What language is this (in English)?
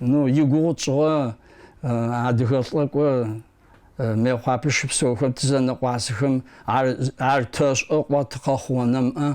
Adyghe